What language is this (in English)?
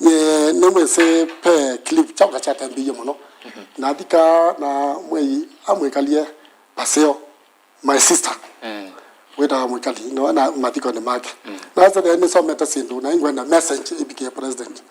Kamba